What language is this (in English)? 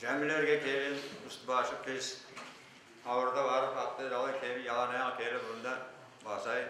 Crimean Tatar